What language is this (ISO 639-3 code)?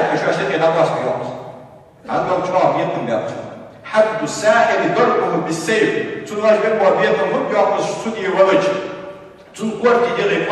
inh